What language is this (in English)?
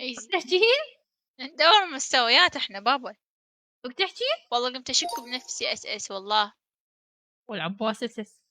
Mesopotamian Arabic